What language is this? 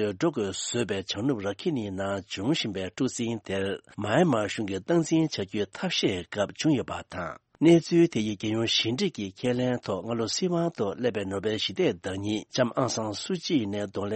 Tibetan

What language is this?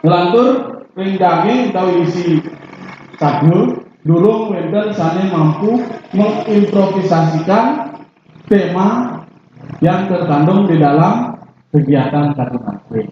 Balinese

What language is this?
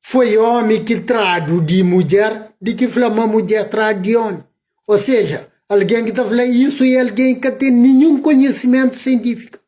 Kabuverdianu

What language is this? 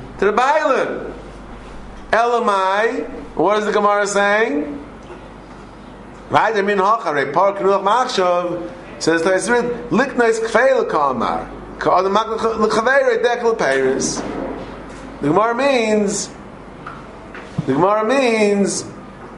English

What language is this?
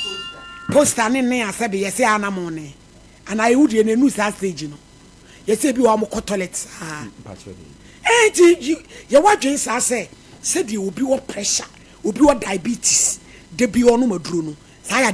Akan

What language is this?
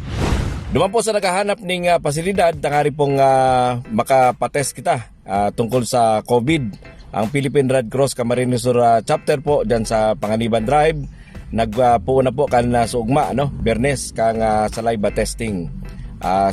Bikol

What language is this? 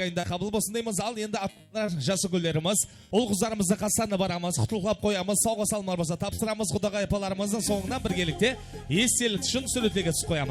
Kara-Kalpak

